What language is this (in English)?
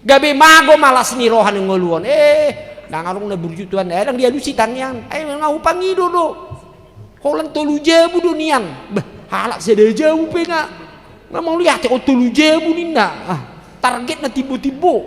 Batak Toba